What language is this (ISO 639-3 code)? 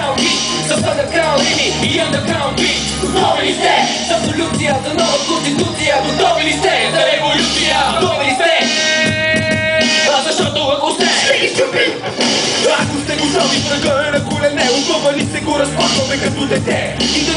bul